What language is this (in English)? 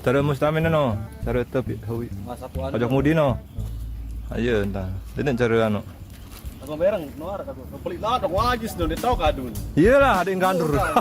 Sasak